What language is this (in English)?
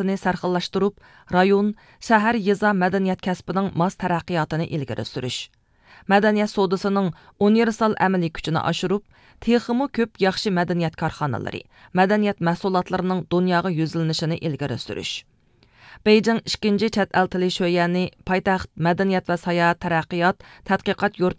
Uyghur